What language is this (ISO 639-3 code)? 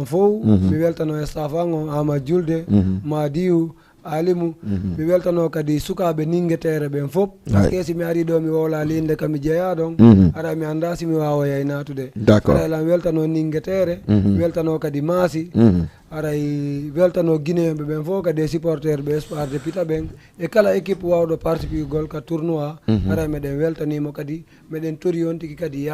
ful